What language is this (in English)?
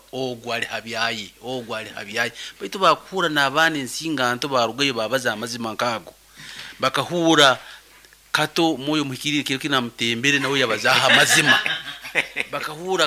Nyankole